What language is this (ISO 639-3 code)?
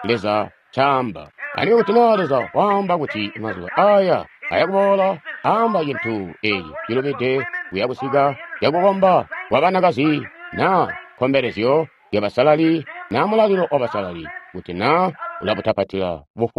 toi